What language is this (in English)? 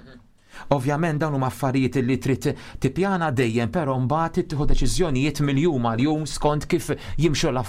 Maltese